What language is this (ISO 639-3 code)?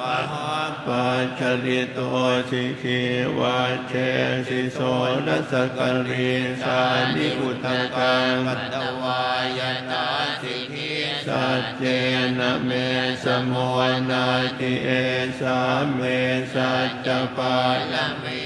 pli